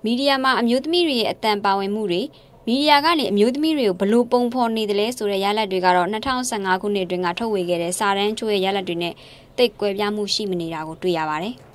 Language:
Burmese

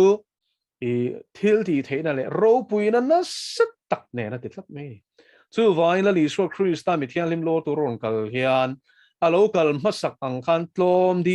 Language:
Mizo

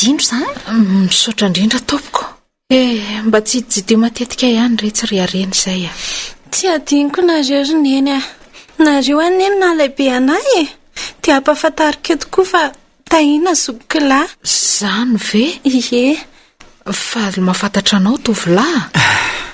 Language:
Malagasy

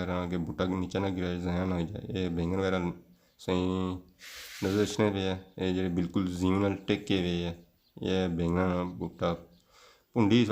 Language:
Pahari-Potwari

